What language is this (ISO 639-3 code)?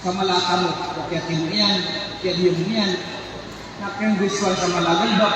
mrw